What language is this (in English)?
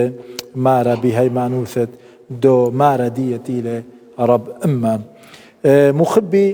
Assyrian Neo-Aramaic